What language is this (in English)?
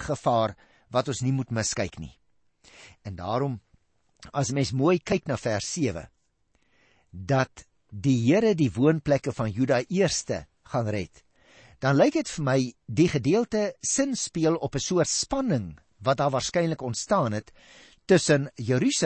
Afrikaans